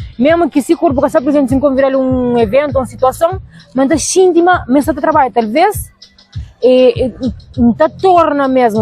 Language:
Kabuverdianu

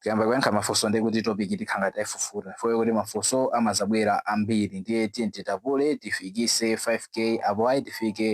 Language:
Nyanja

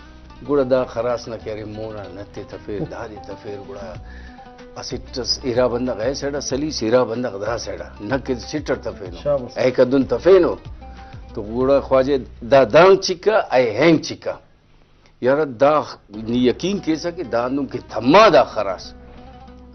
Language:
Brahui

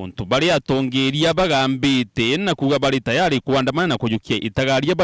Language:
Meru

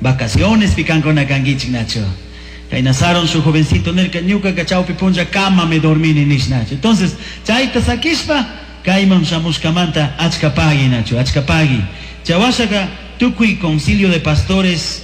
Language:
Chimborazo Highland Quichua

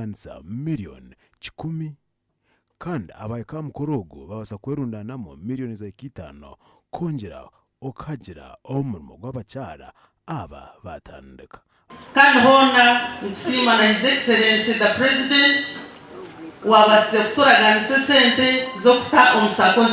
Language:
Nyankole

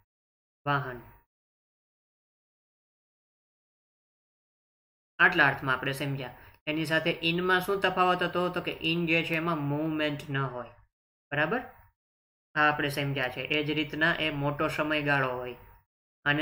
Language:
Gujarati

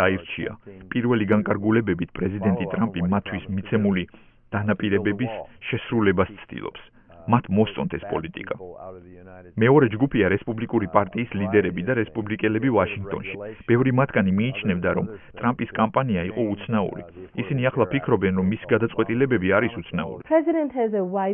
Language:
Georgian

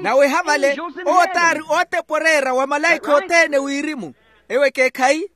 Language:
Makhuwa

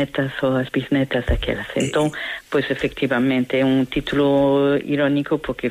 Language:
Galician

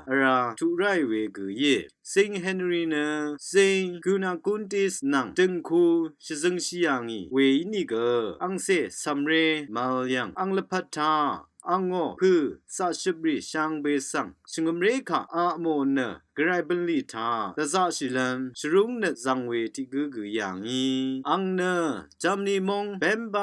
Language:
Rawang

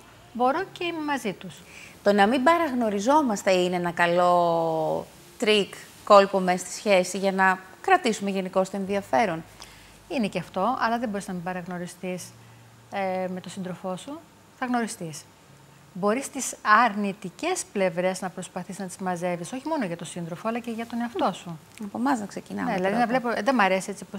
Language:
Greek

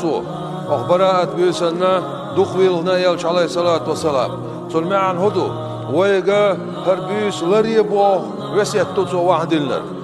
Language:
Chechen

